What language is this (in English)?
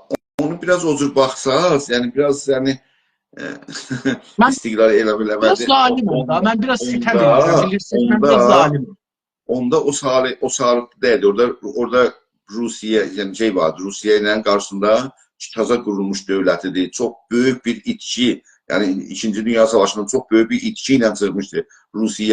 South Azerbaijani